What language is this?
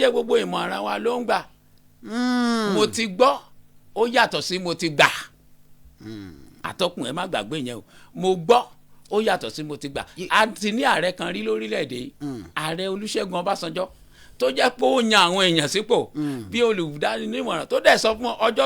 Yoruba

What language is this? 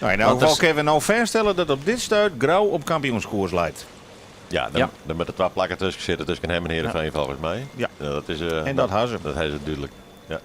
Western Frisian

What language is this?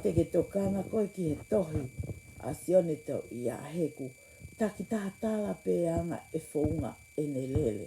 Tongan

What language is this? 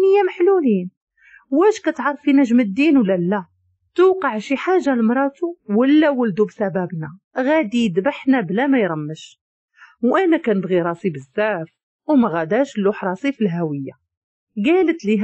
Moroccan Arabic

